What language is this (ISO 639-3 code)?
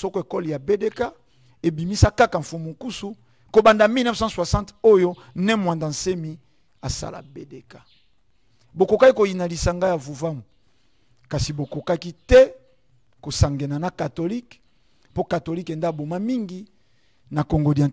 lin